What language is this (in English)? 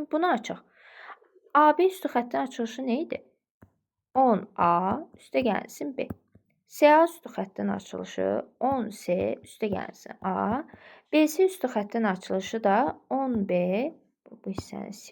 Azerbaijani